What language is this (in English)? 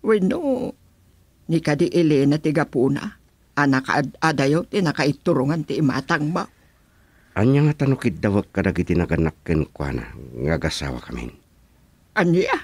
Iloko